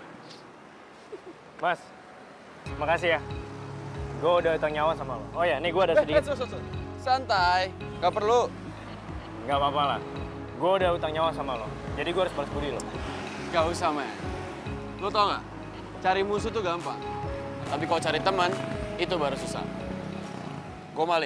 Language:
Indonesian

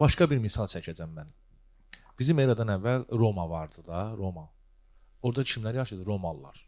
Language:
Azerbaijani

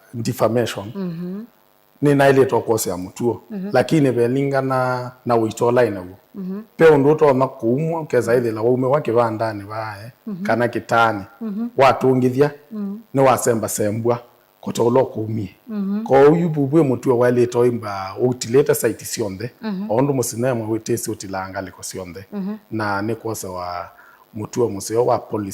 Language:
Kamba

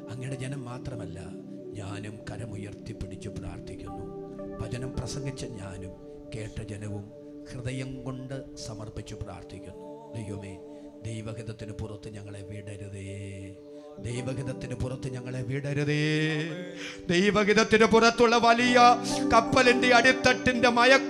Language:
Malayalam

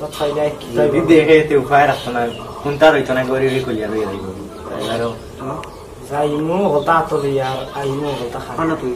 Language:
Sylheti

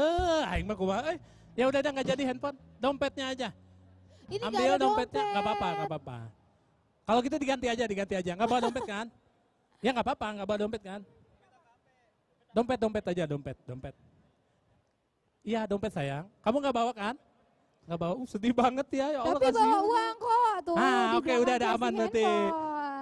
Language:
Indonesian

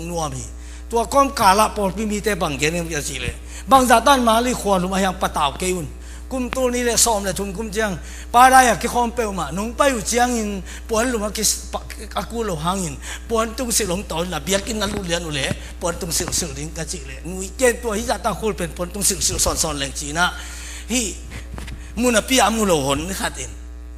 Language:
Tedim Chin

